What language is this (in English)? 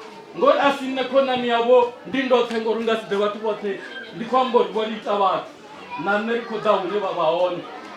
Venda